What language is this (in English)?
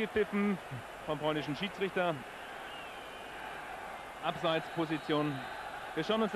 German